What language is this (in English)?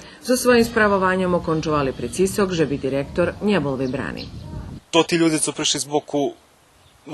Rusyn